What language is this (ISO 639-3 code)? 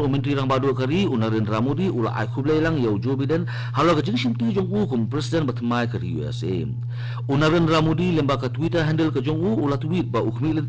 kha